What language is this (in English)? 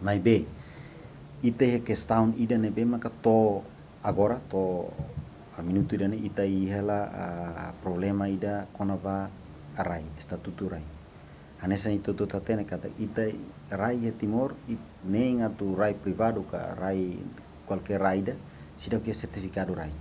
Tetum